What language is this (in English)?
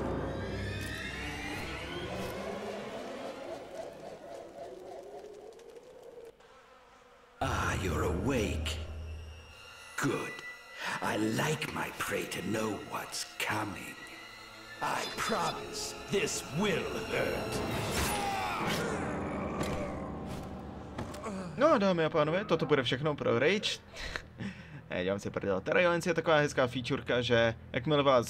Czech